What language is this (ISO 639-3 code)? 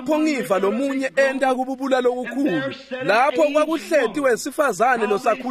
ssw